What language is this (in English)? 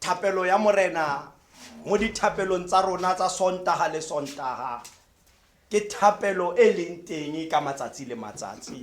Tswana